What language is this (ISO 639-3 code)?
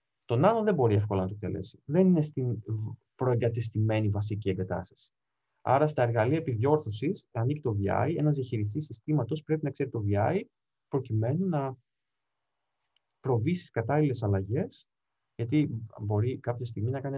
ell